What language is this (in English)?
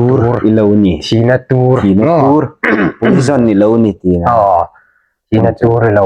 Hmar